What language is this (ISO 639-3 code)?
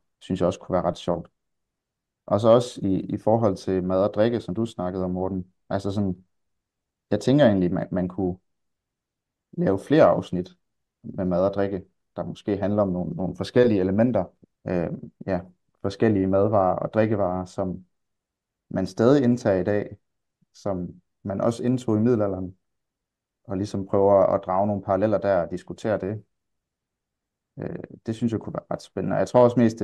dan